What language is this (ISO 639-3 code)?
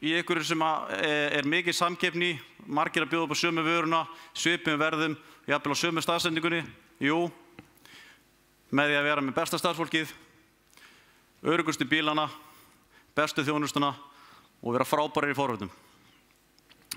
isl